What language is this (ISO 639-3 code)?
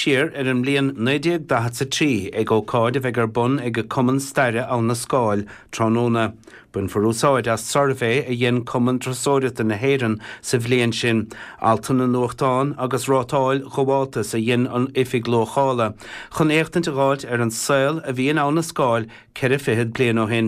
gle